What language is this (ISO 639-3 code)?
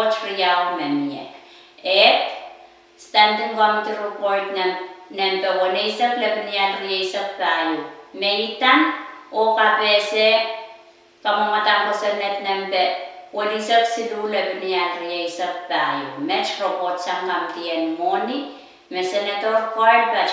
pon